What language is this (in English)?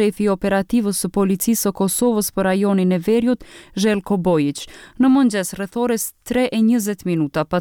Albanian